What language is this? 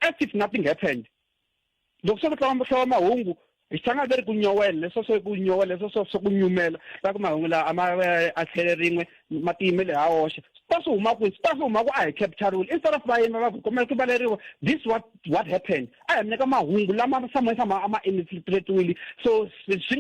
Tsonga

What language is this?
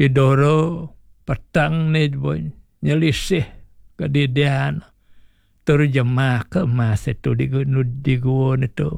Balinese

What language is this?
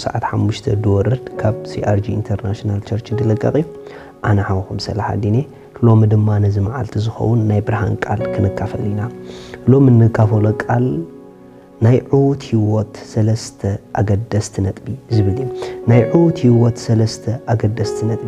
Tigrinya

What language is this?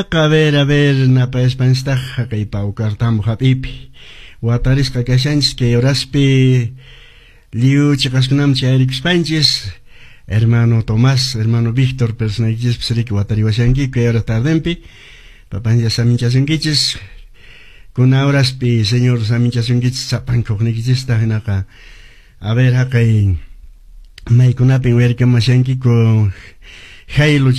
Quechua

